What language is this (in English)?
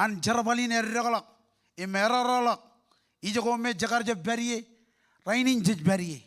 Marshallese